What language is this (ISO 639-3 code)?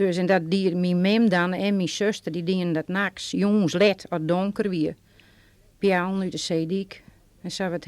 fry